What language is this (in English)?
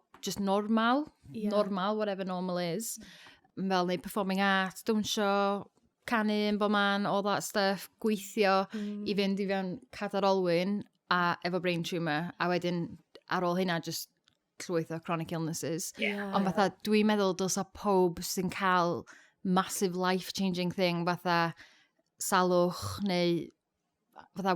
Welsh